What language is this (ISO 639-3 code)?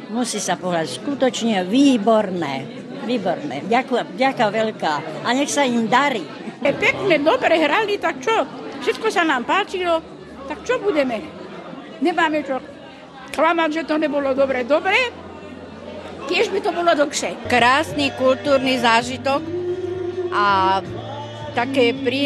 slk